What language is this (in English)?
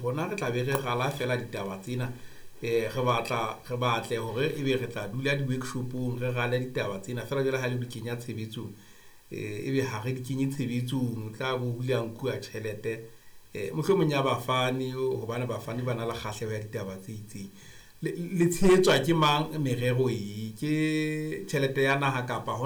Southern Sotho